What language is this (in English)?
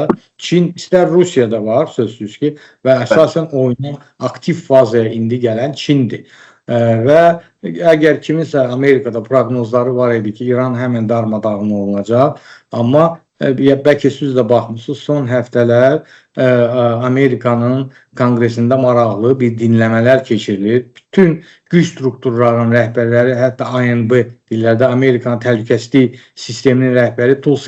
Azerbaijani